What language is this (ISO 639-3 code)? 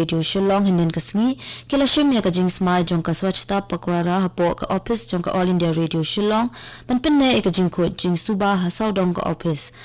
kha